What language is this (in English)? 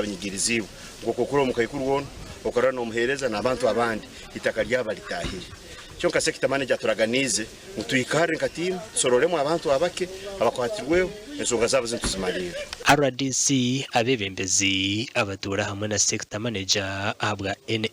Nyankole